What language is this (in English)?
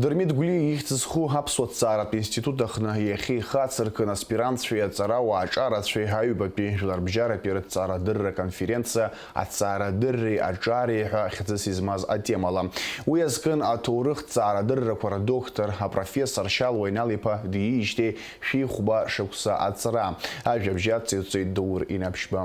Abkhazian